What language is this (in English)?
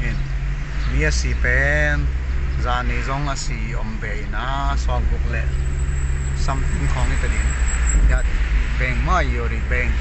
Paite Chin